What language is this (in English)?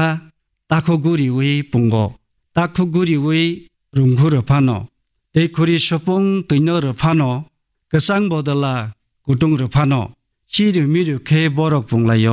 Kok Borok